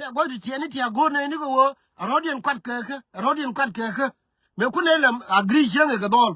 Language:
Nuer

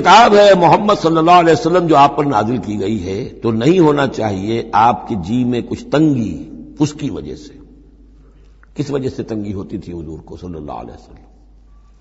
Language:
Urdu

